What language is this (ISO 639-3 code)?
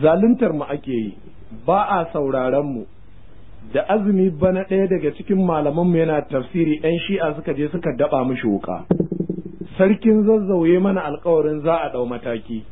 hau